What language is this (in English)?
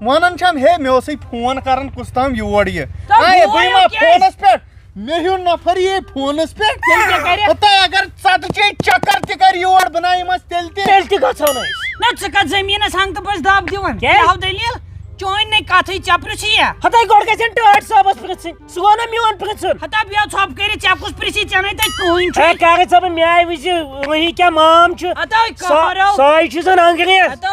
Kashmiri